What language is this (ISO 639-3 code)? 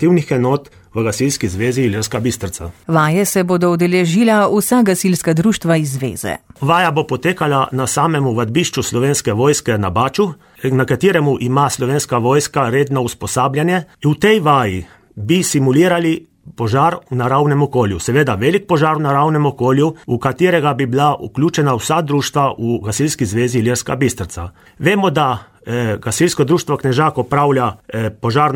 slv